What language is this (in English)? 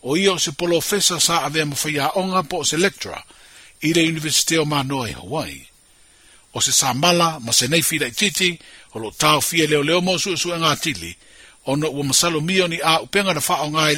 Samoan